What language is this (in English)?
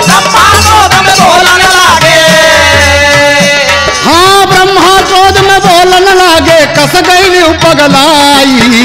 Bhojpuri